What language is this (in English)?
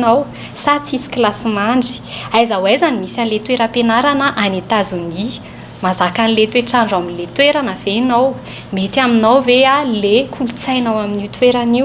Malagasy